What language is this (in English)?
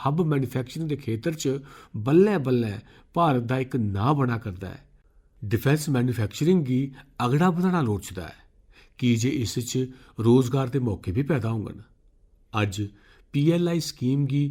Dogri